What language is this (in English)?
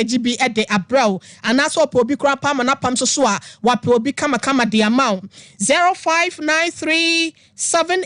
Akan